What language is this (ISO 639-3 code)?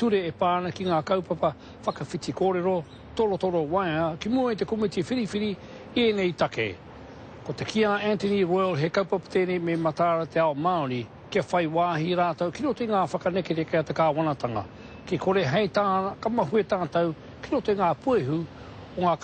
mri